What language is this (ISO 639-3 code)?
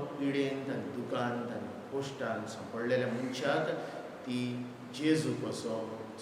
kok